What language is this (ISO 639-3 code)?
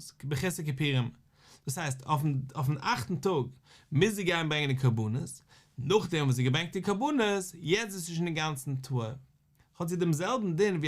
yid